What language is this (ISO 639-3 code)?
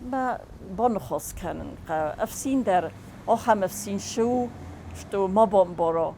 oss